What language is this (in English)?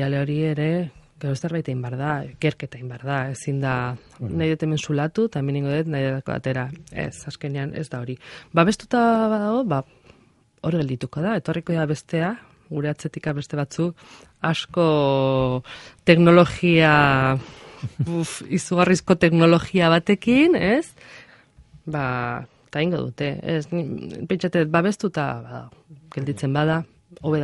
Basque